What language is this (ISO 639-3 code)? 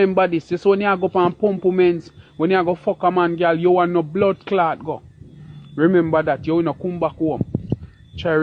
jam